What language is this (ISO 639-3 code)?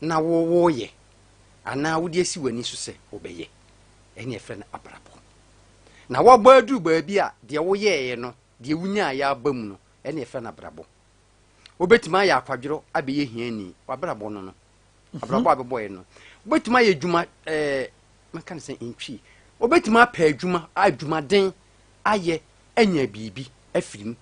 aka